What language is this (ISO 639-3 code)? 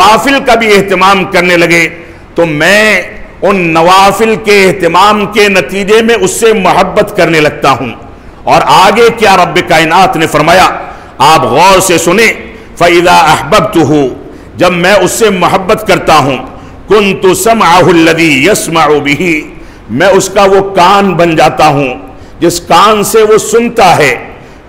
urd